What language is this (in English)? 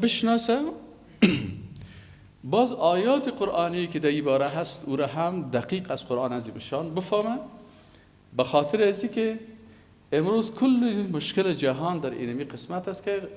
Persian